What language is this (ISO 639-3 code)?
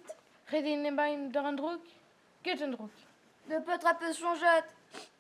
bre